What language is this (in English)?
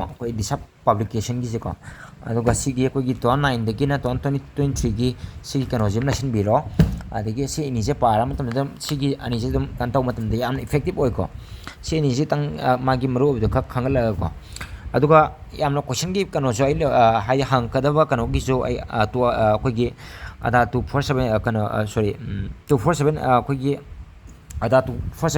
Manipuri